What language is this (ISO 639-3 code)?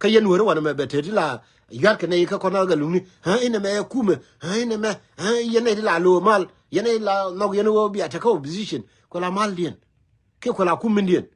nus